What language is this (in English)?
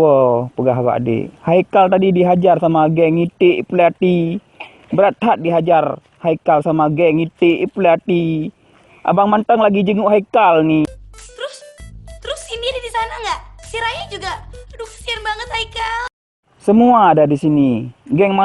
Achinese